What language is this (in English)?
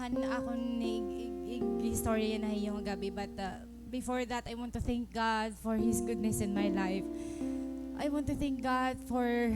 Waray